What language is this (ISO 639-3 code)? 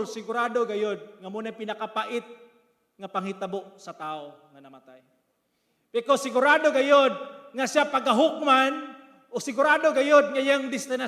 ceb